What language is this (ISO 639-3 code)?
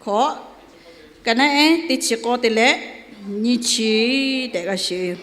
lhu